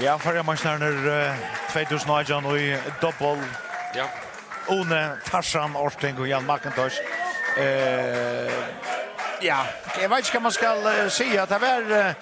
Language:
Faroese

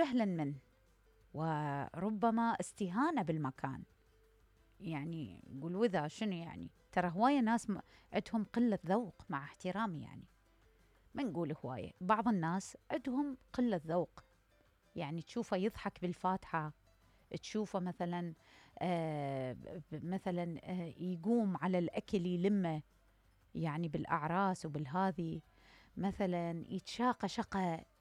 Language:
Mesopotamian Arabic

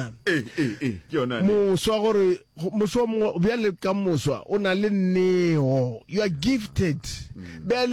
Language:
Northern Sotho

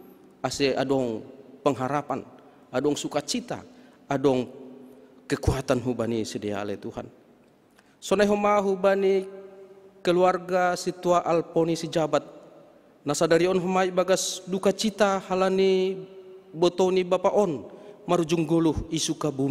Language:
Batak Simalungun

